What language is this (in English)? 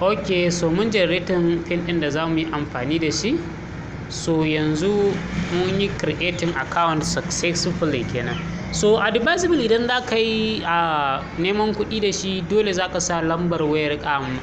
Hausa